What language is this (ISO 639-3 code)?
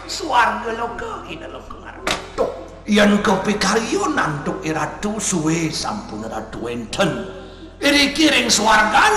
ban